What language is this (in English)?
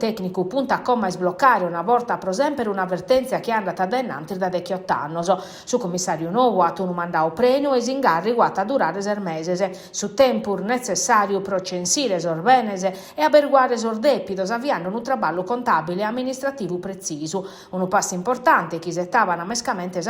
Sardinian